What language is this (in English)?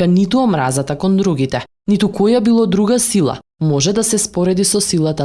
Macedonian